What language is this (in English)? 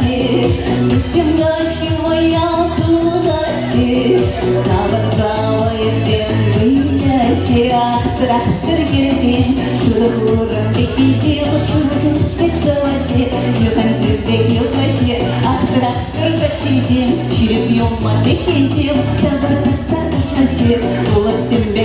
Chuvash